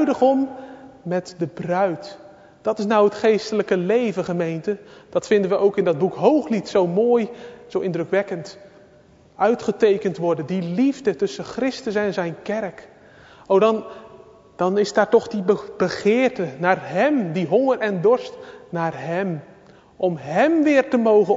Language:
Dutch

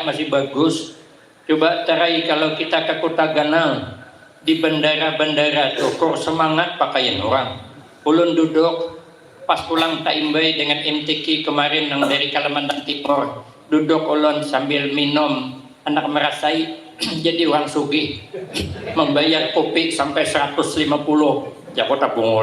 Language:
Banjar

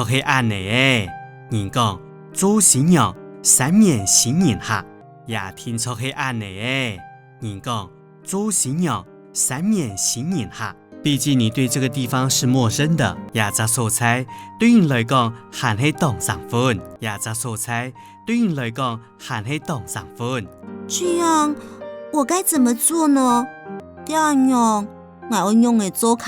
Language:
Hakka Chinese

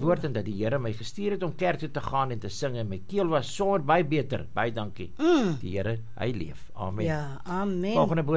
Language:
Afrikaans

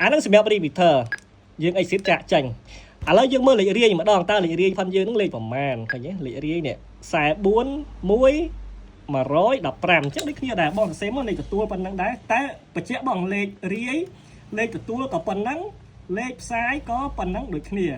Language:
Khmer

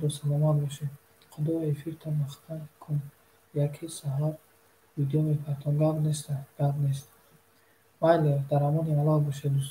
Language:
Tajik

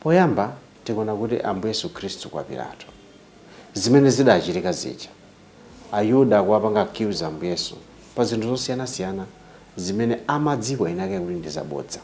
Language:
Nyanja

